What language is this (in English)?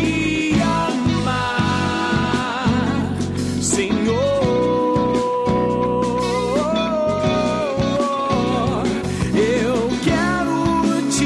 Portuguese